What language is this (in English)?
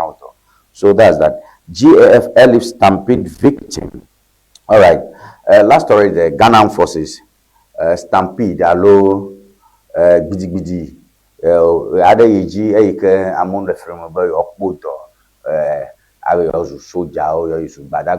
Ewe